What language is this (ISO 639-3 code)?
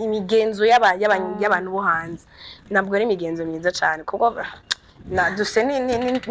run